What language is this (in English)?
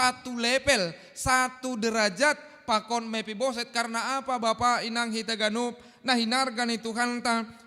Batak Simalungun